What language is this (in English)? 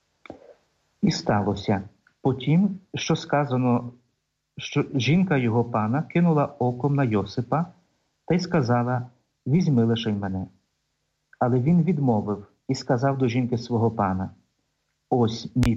Ukrainian